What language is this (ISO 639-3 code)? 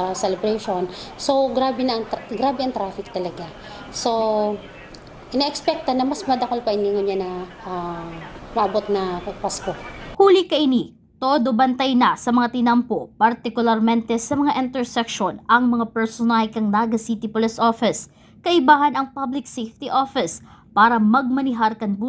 bik